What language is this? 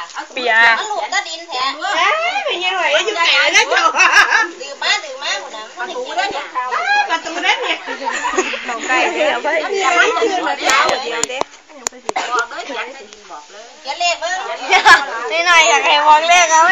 Lao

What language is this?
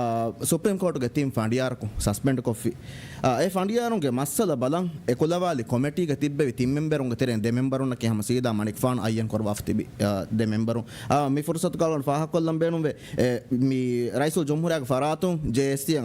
Divehi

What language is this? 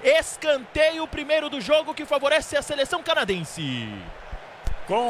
Portuguese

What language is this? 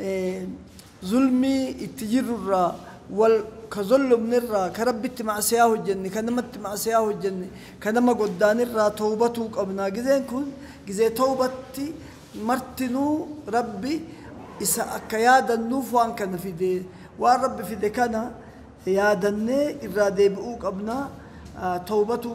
Oromo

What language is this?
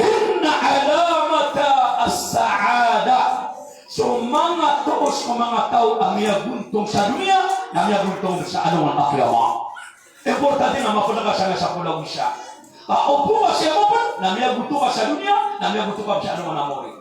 Maranao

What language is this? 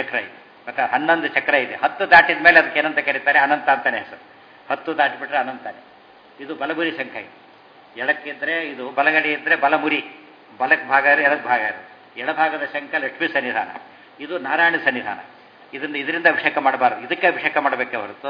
Kannada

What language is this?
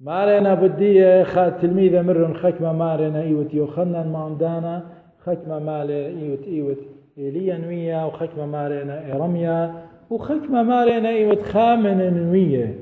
Assyrian Neo-Aramaic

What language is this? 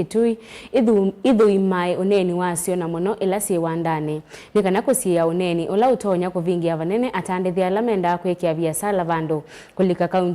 Kamba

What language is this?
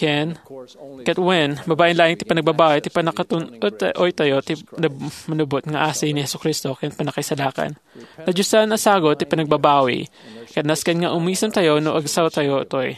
Iloko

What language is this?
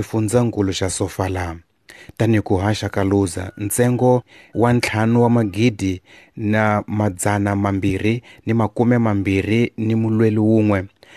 Tsonga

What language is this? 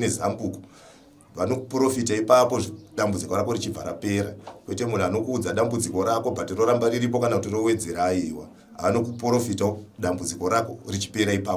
Shona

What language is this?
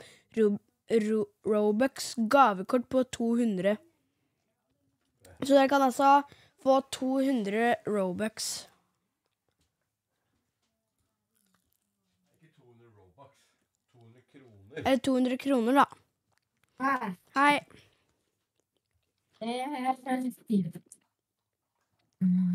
Norwegian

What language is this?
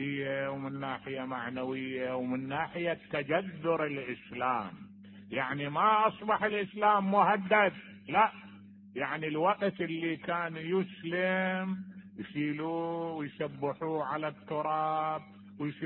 Mesopotamian Arabic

